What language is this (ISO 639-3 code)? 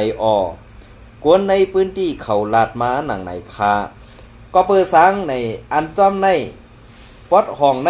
shn